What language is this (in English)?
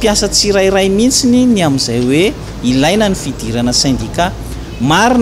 Malagasy